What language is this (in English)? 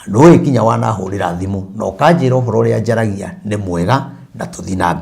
Kikuyu